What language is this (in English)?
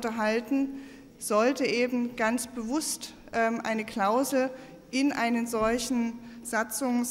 German